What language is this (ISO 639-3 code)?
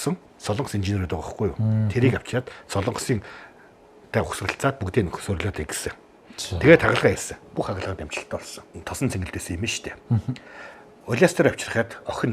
mon